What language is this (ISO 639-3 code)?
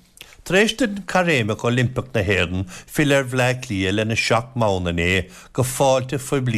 gle